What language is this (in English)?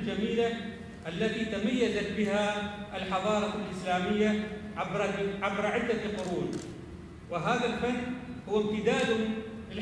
Arabic